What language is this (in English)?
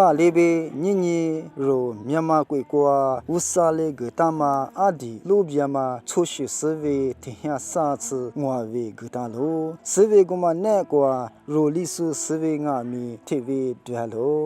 Lisu